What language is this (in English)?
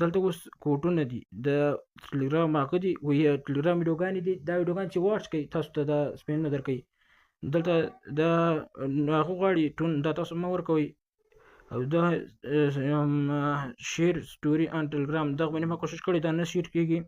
Pashto